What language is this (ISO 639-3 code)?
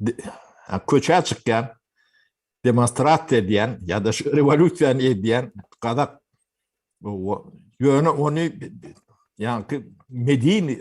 tuk